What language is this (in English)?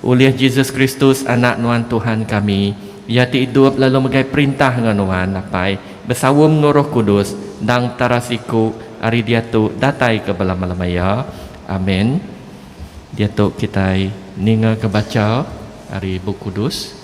Iban